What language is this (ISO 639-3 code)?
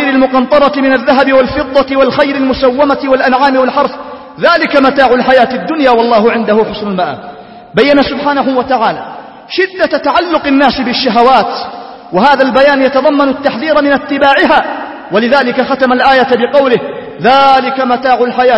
ara